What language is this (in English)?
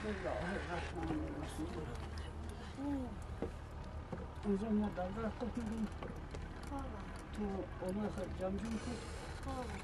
Persian